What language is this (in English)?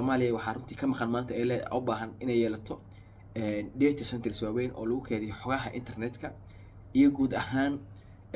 Somali